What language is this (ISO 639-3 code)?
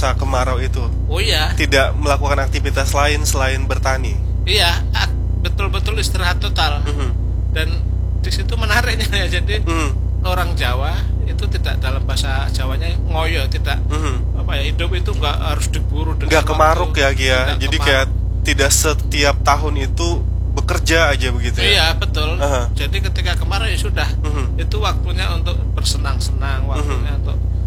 ind